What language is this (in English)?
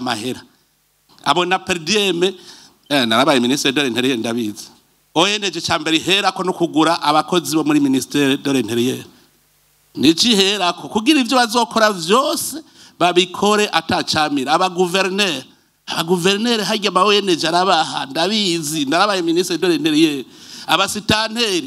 Rundi